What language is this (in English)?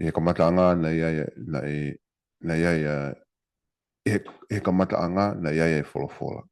Tongan